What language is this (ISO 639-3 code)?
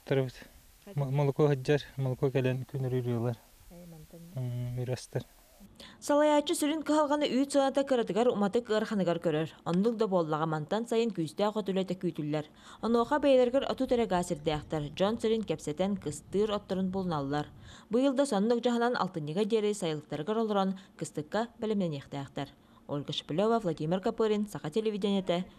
sah